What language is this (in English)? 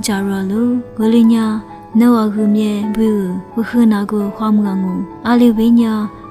Lisu